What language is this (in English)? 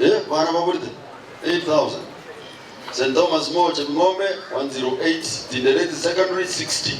Gusii